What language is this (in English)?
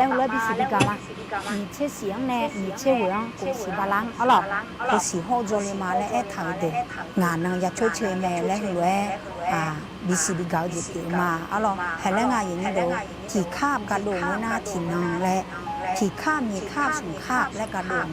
Akha